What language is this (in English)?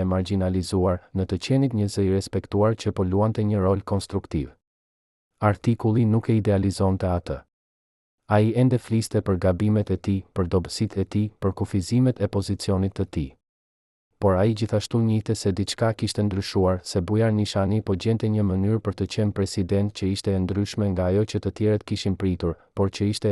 Albanian